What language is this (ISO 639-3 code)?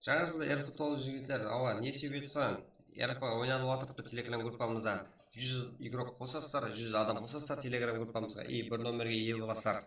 kaa